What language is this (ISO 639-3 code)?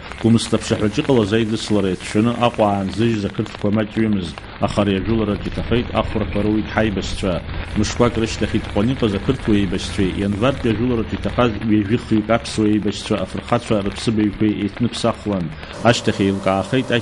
abk